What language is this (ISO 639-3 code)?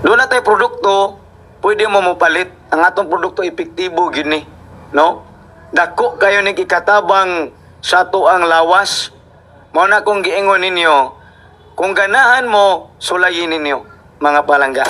ceb